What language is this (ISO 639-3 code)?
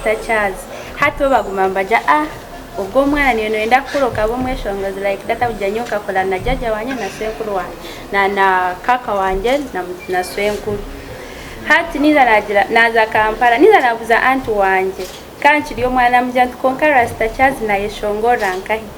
nyn